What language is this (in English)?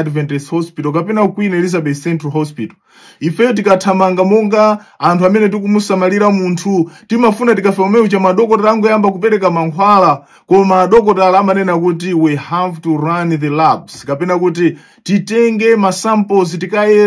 Nyanja